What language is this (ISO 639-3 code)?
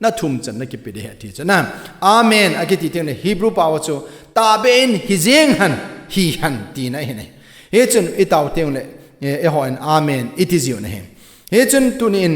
tcz